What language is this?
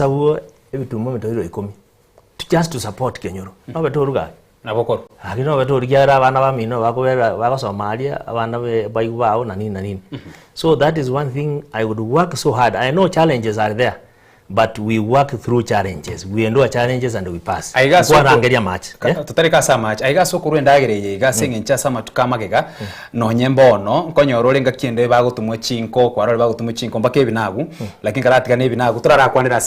Gusii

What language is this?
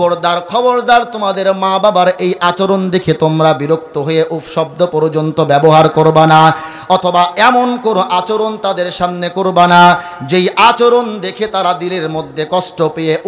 Bangla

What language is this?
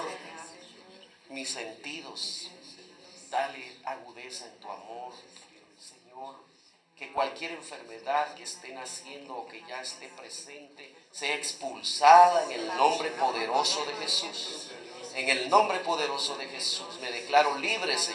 Spanish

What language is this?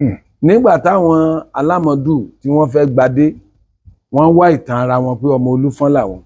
Yoruba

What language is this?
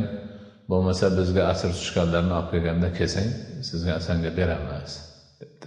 Uzbek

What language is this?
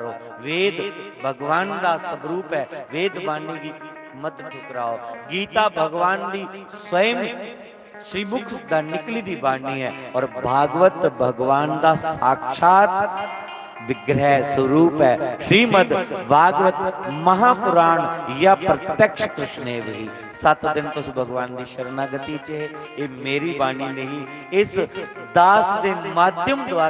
Dogri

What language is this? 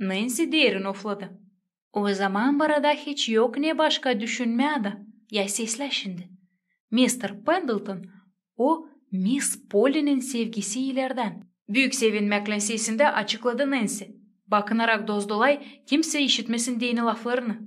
Gagauz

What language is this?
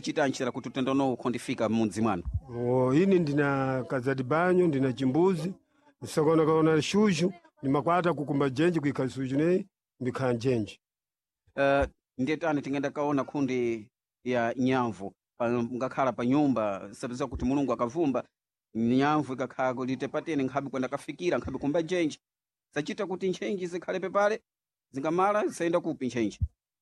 Sena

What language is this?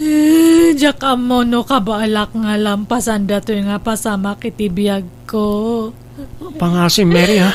Iloko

